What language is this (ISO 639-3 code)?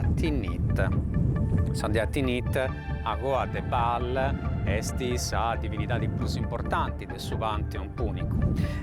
srd